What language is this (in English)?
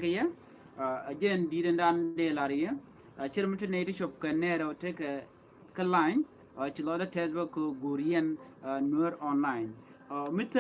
Nuer